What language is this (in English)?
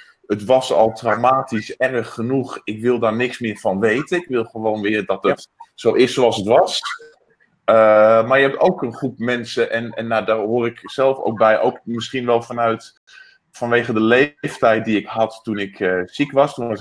Dutch